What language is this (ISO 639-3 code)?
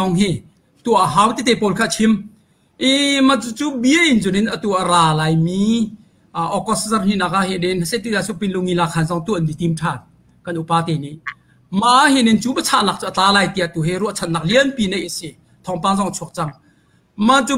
cnh